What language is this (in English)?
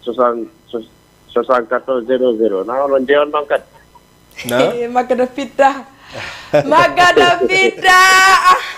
Fula